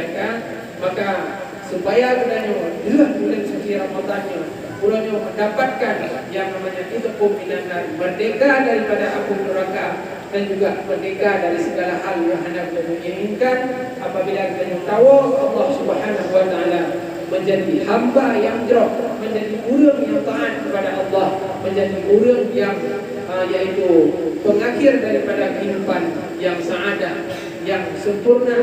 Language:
Achinese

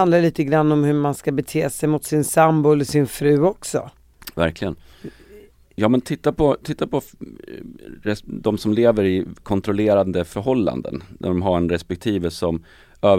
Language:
Swedish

